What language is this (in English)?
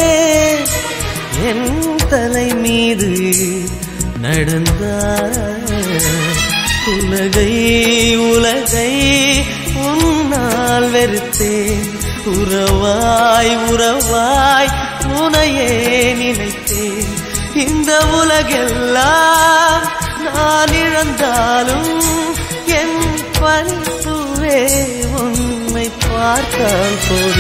Tamil